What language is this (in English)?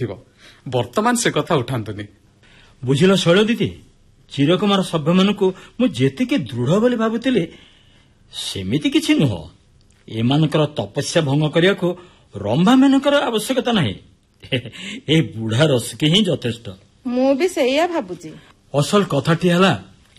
Odia